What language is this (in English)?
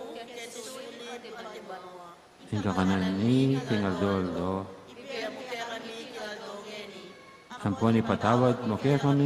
Pampanga